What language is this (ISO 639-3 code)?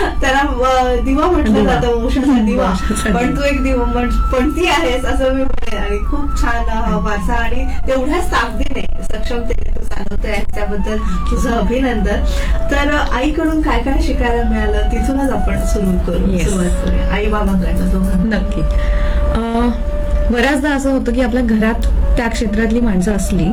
mar